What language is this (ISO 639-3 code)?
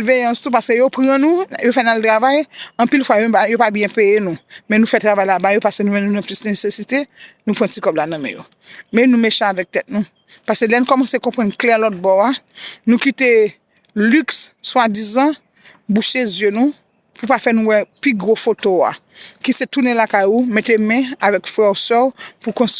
hat